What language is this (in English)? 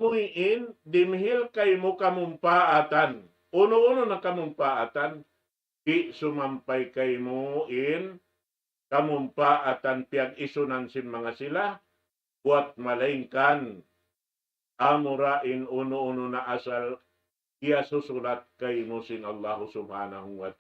Tausug